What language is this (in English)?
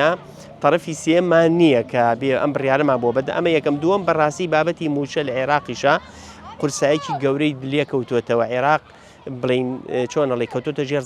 Central Kurdish